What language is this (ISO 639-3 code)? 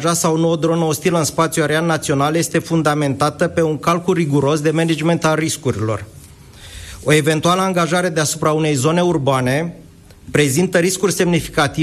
ron